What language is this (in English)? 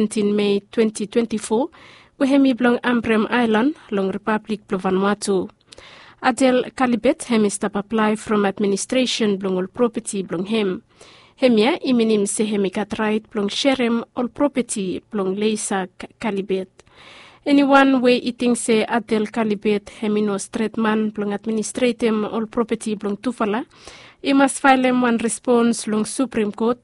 Bislama